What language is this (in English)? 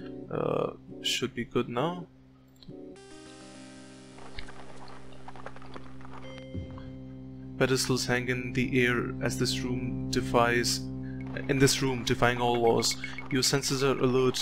English